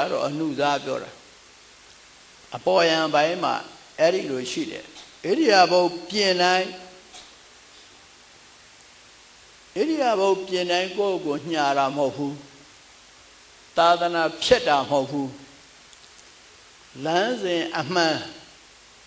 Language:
Burmese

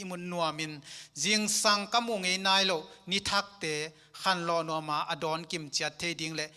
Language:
Tedim Chin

